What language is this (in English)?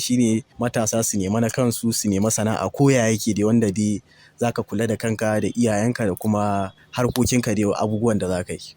Hausa